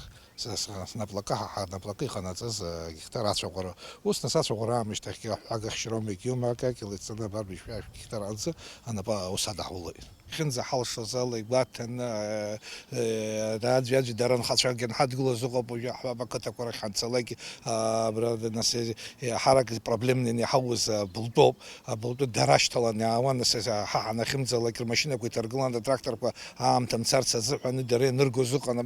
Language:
Abkhazian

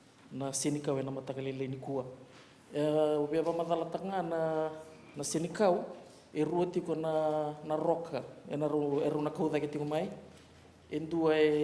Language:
Fijian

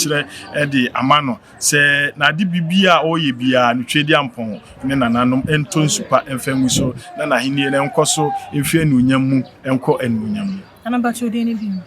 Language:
Akan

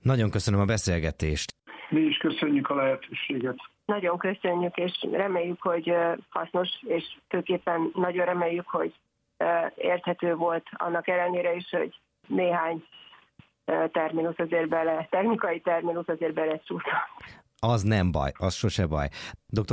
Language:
Hungarian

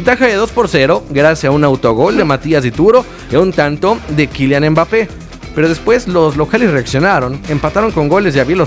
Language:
Spanish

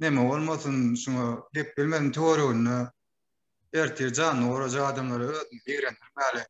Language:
Turkmen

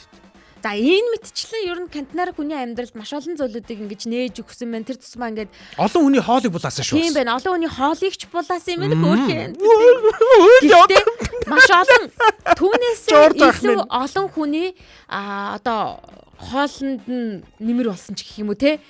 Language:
Mongolian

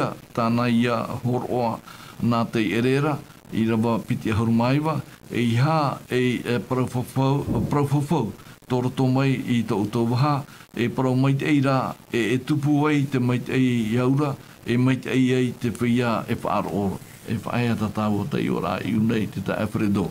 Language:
Tahitian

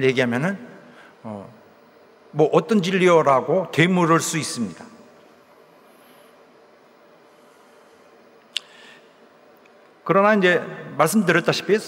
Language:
Korean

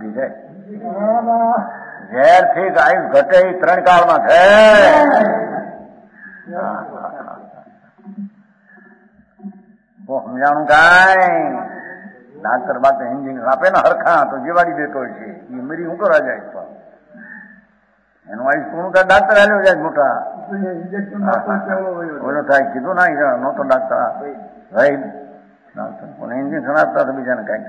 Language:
Gujarati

